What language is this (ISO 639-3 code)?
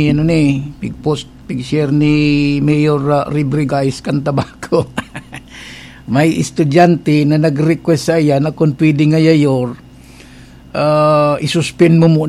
bik